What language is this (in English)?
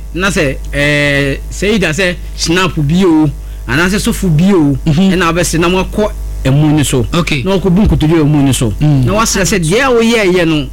Akan